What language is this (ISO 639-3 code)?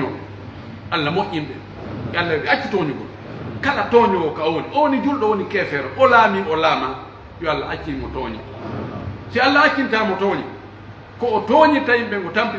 fuf